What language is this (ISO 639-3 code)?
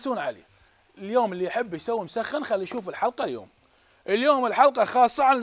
acm